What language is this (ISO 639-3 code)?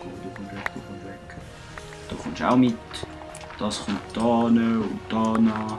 gsw